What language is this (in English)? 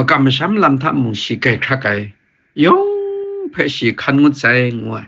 Kachin